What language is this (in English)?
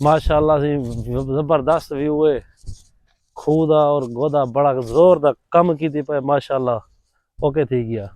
Saraiki